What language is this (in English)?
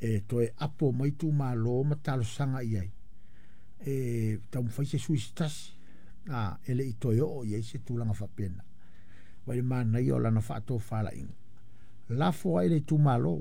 Samoan